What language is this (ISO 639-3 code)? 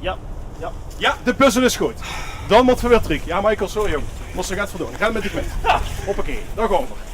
lim